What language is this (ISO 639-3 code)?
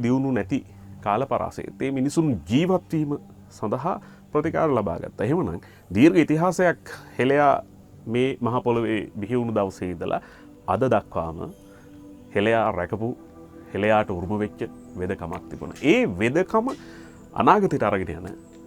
sin